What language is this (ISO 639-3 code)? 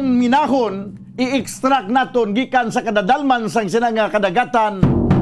hil